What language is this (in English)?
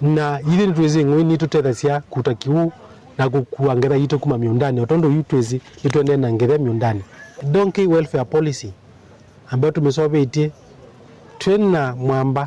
Kamba